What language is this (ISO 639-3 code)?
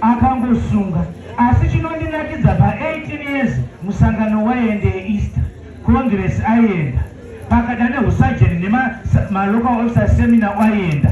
sna